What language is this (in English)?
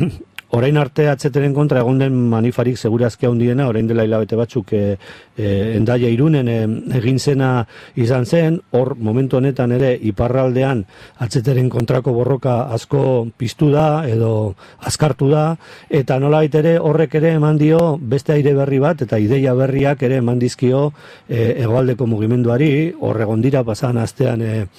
Basque